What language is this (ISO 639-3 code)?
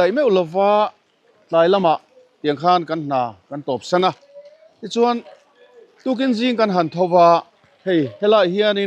lus